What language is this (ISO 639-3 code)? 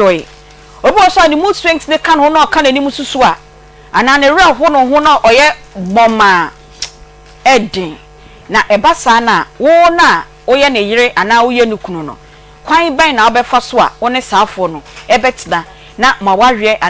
aka